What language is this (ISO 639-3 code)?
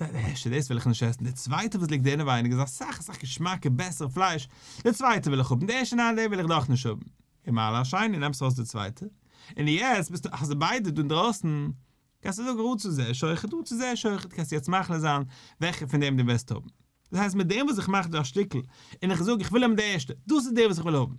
yid